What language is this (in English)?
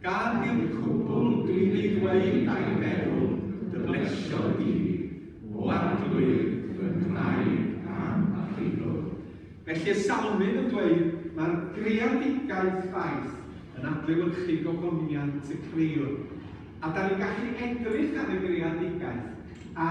Welsh